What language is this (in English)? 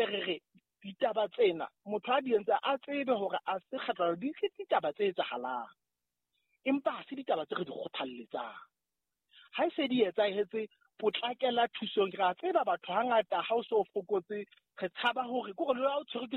Southern Sotho